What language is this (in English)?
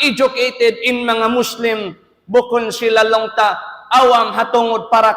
Tausug